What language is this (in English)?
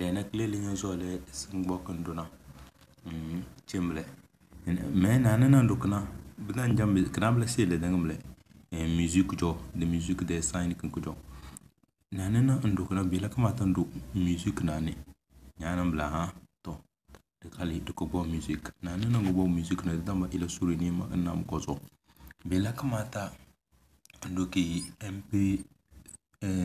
Tem